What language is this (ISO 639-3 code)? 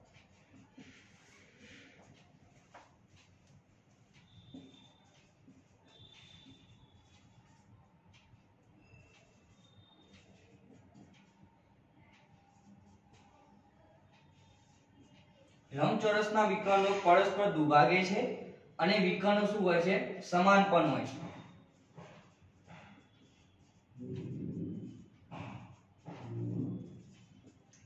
guj